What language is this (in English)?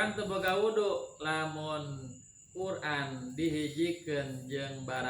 Sundanese